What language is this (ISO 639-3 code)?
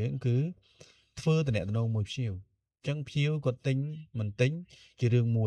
khm